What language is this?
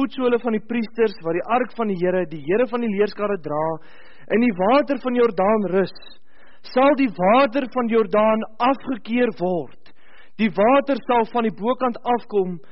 Afrikaans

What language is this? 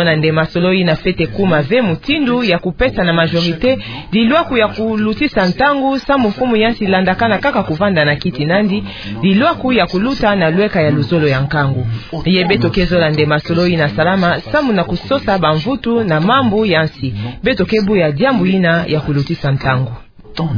Kituba (Democratic Republic of Congo)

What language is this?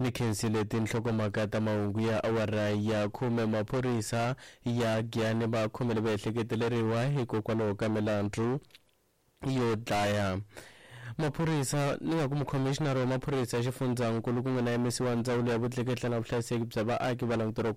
Tsonga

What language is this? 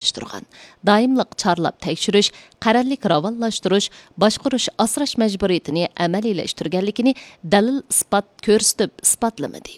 Uyghur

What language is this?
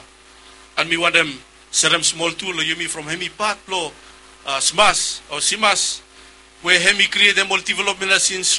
Bislama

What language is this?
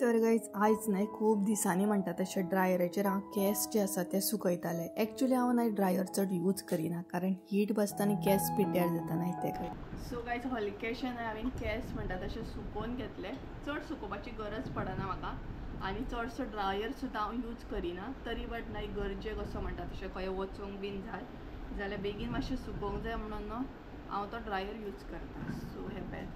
Konkani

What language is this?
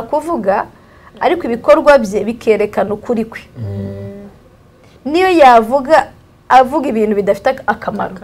Kinyarwanda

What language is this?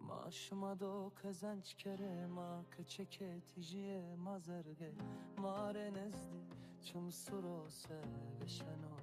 Zaza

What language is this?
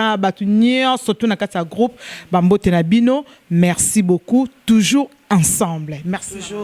Lingala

